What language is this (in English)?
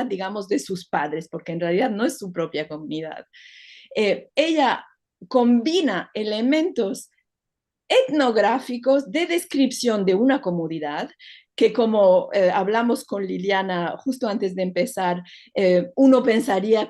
Ladino